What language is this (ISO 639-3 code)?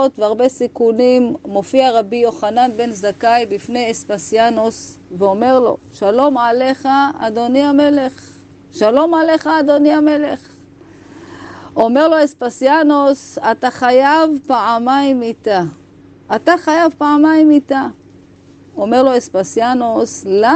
heb